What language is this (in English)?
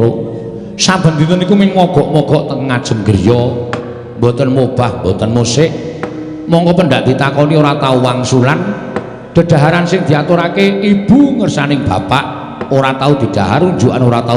Javanese